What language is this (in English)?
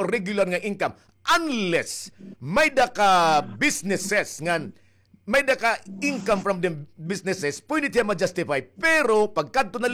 Waray